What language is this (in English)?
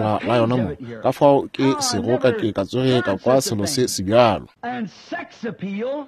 Northern Sotho